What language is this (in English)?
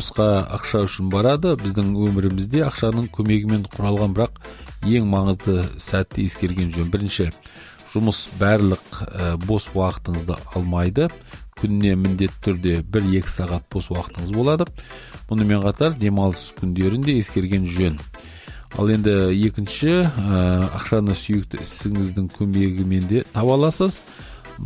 Kazakh